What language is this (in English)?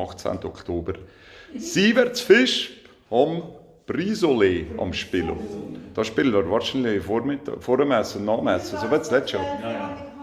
Swiss German